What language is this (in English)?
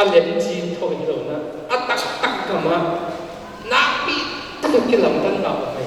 Paite Chin